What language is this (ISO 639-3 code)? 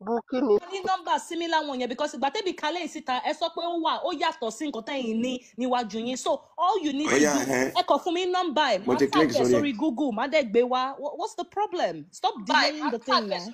yor